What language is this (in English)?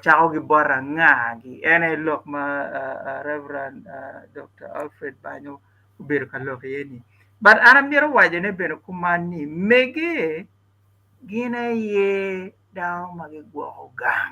Acoli